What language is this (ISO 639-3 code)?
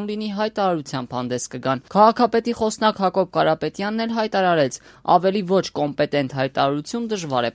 hye